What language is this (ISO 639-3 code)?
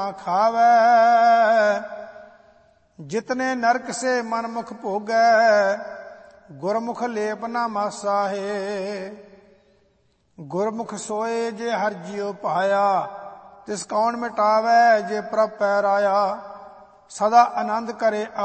pan